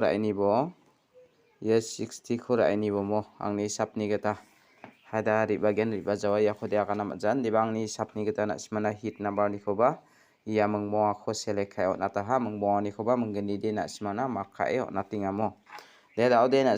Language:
Garo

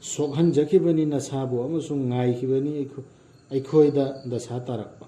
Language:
Manipuri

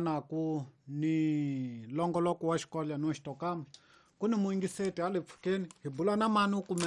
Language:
Tsonga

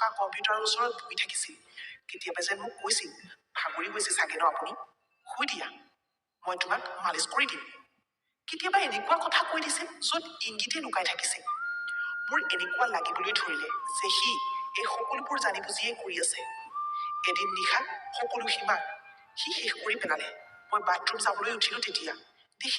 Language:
Assamese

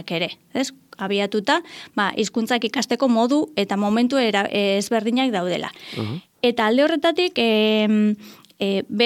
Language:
Basque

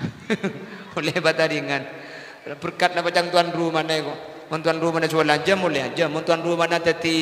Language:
Madurese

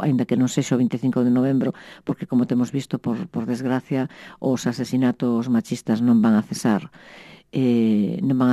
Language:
Galician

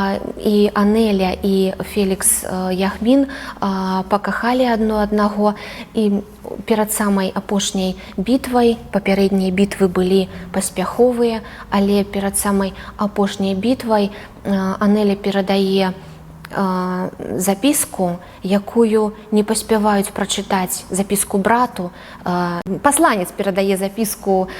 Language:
Belarusian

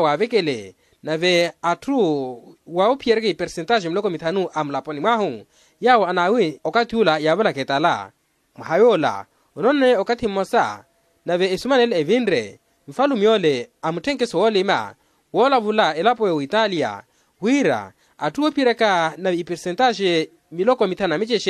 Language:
Makhuwa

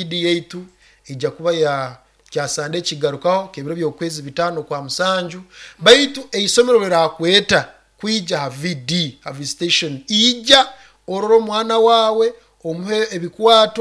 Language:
Nyoro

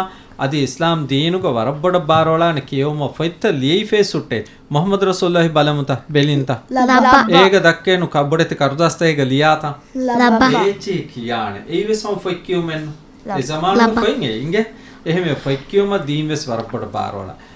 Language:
Divehi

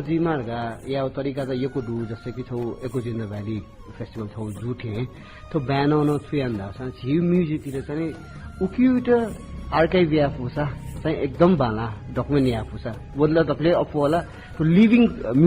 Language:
Newari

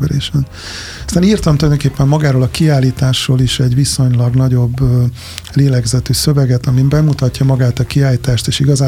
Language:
Hungarian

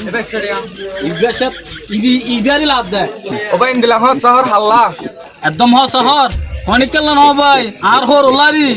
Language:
Rohingya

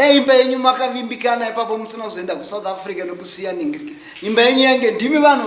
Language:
Shona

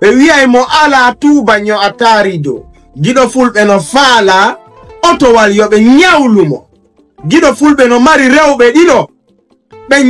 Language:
Fula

